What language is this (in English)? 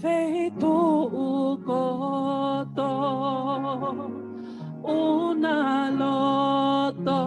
Tongan